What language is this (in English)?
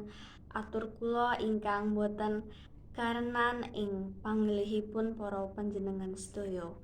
Javanese